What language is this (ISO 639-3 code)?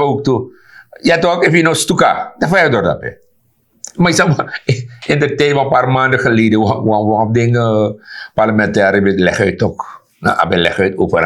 srn